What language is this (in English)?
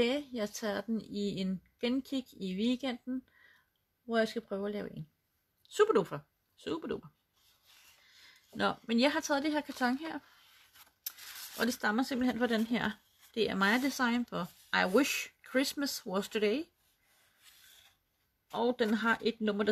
Danish